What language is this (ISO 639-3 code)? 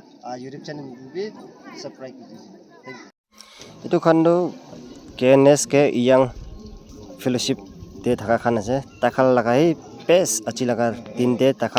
nag